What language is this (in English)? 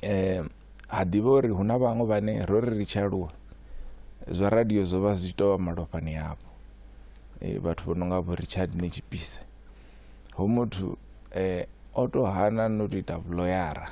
Venda